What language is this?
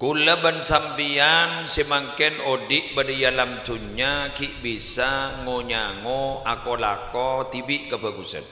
Madurese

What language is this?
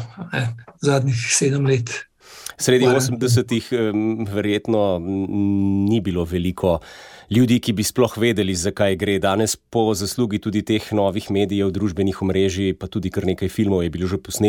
Slovenian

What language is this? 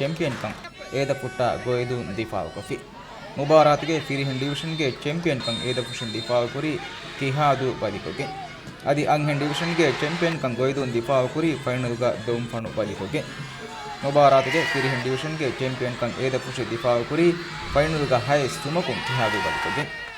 Divehi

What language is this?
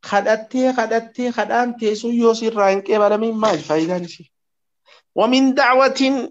Oromo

